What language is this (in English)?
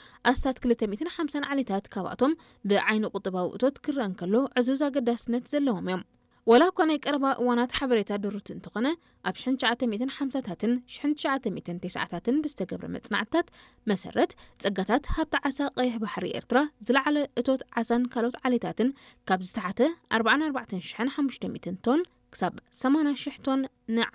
Tigrinya